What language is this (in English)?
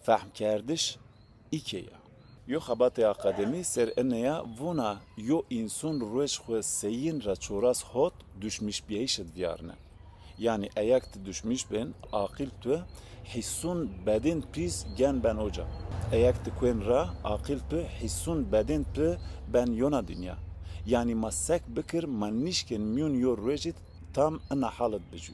Zaza